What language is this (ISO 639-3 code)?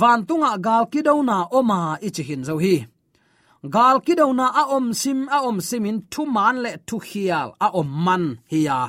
ctd